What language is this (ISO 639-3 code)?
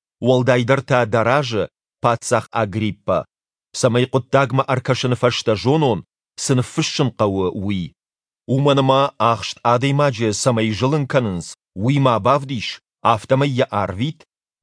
oss